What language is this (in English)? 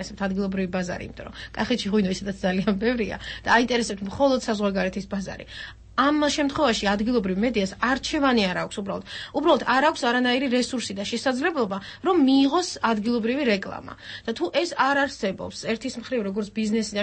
Georgian